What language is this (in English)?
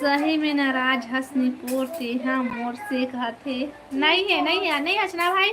Chhattisgarhi